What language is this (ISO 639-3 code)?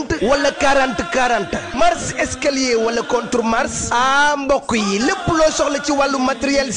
wol